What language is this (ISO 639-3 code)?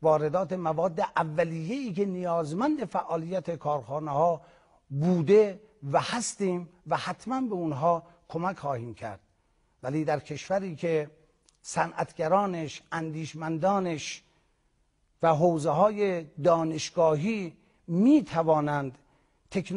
fas